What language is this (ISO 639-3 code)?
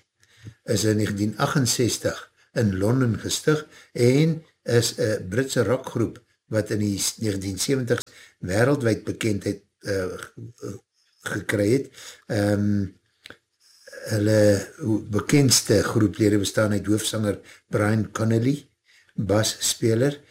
afr